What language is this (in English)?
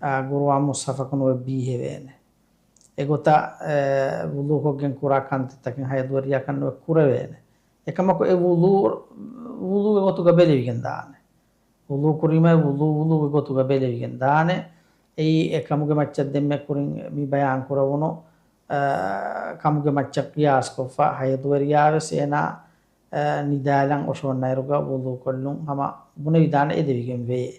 Divehi